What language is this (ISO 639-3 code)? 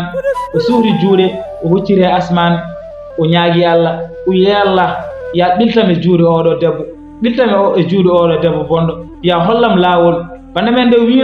ful